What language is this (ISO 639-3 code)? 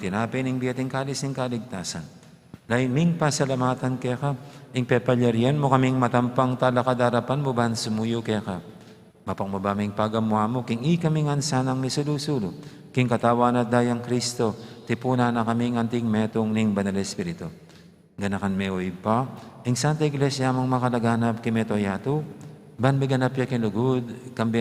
pam